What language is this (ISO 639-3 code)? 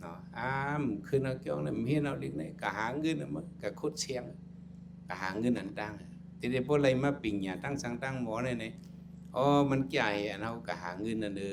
shn